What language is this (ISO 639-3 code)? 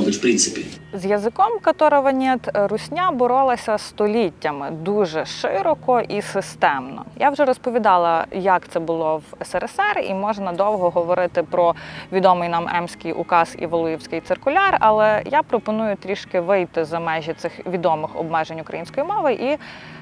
ukr